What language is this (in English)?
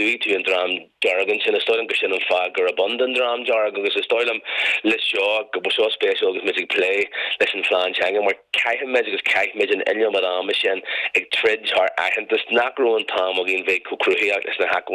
Irish